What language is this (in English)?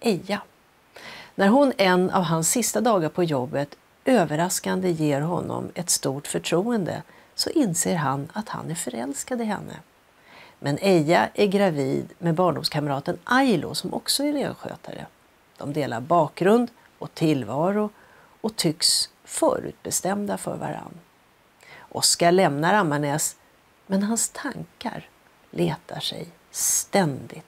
Swedish